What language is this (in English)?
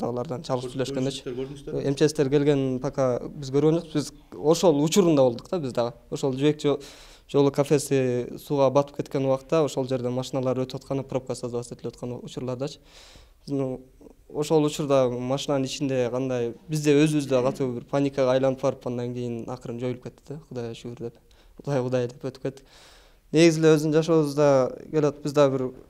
Kyrgyz